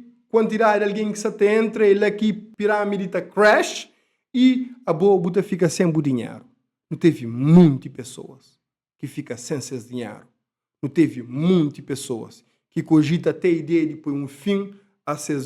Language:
Kabuverdianu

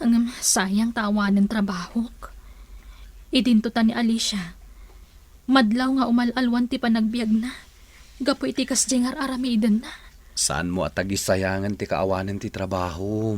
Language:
Iloko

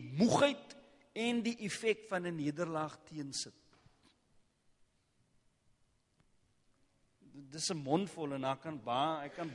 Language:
Afrikaans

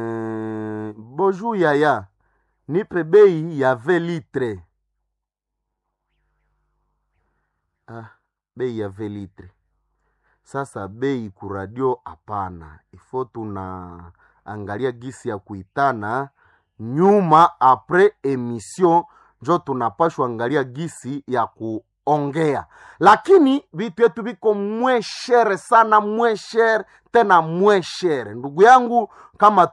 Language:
Swahili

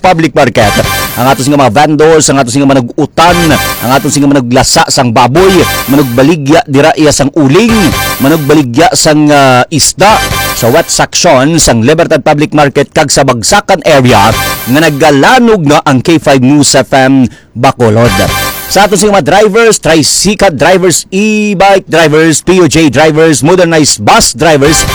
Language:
Hiligaynon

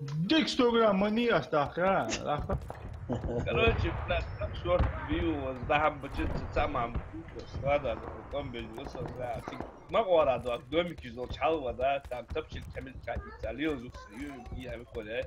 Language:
Ingush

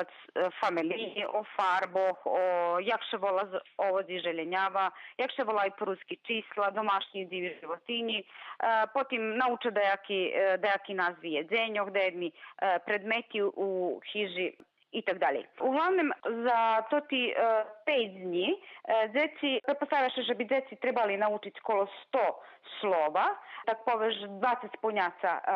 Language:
Rusyn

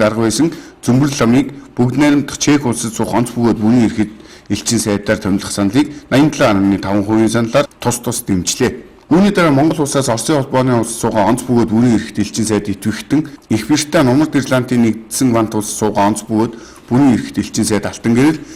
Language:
Mongolian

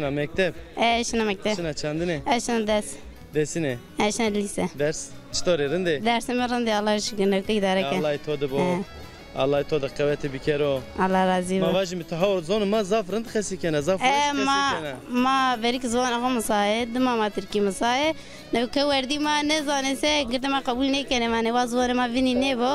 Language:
Zaza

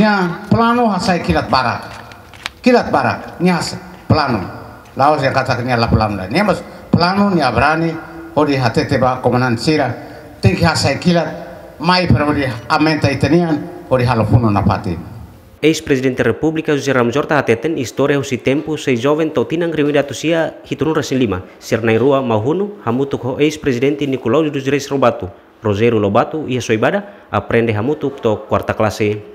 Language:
Tetum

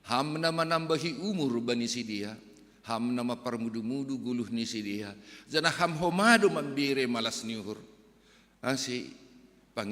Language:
Batak Simalungun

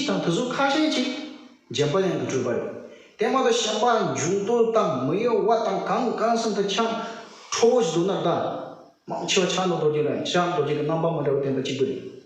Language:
Tibetan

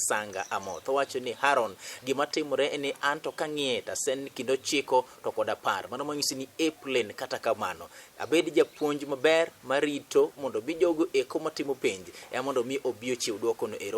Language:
Luo (Kenya and Tanzania)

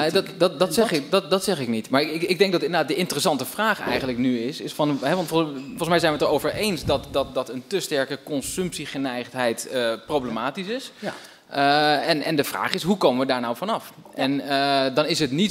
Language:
Dutch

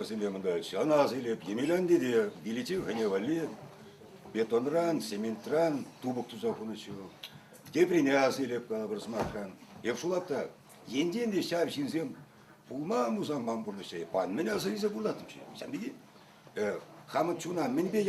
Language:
Chuvash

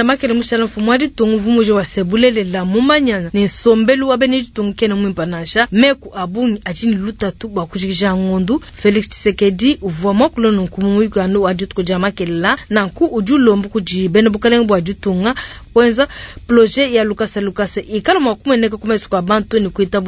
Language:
Luba-Lulua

